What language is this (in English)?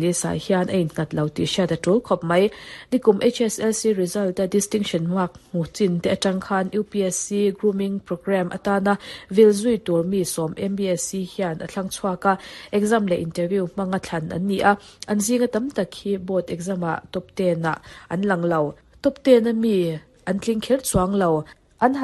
Mizo